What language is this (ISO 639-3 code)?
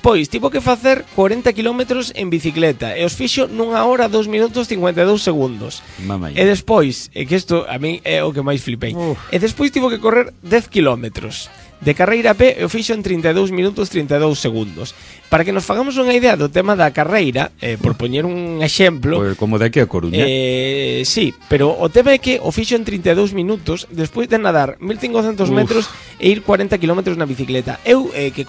glg